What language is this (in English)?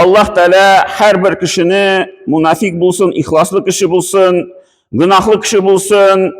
Tatar